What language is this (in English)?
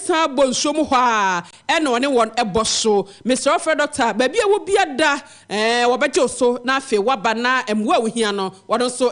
Akan